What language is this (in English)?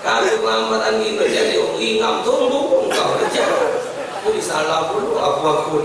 Musi